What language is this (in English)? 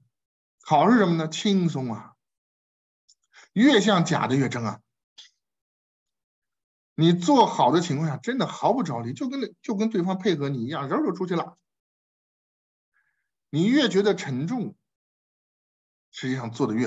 Chinese